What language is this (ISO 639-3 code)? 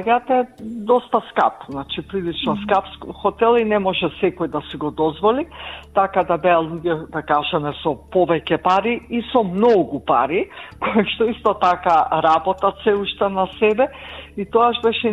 mkd